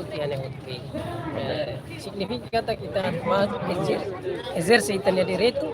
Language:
Tetum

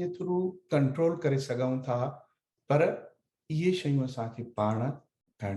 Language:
Sindhi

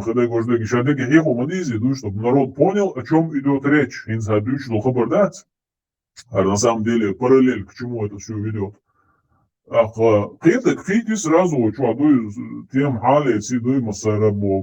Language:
Chechen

